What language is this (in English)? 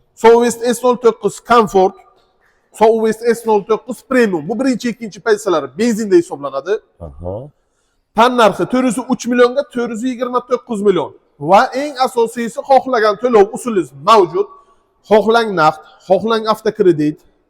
Uzbek